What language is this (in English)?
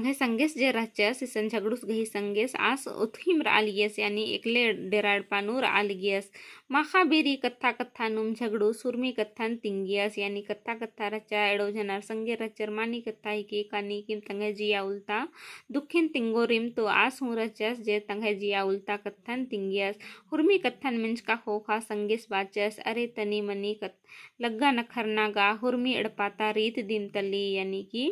Kurukh